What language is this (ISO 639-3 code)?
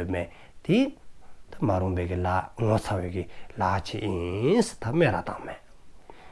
dzo